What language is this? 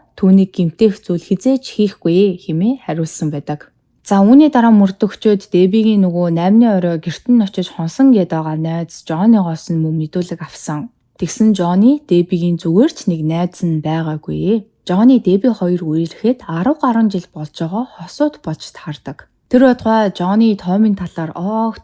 Mongolian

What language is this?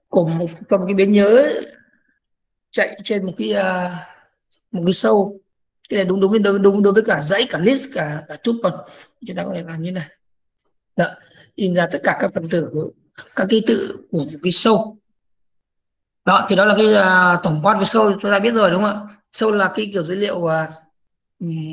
Vietnamese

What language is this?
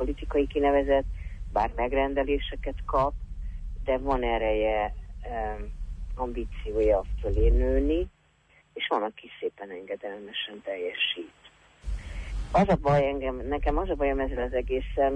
Hungarian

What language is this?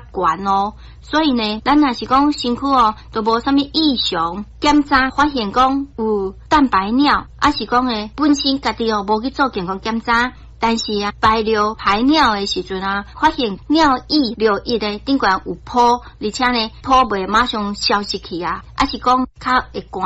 Min Nan Chinese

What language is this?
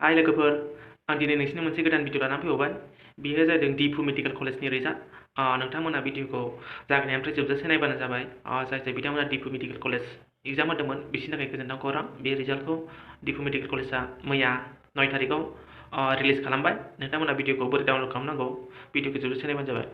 Bodo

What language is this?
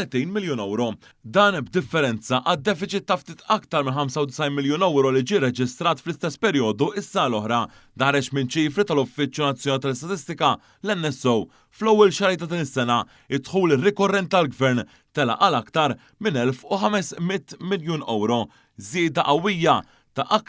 Maltese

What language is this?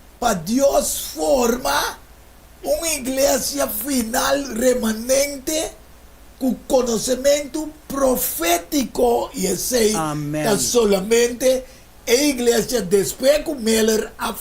Papiamento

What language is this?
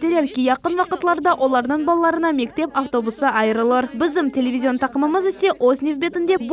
Crimean Tatar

